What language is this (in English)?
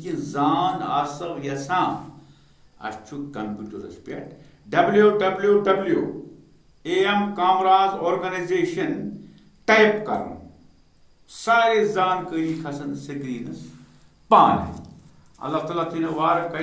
Kashmiri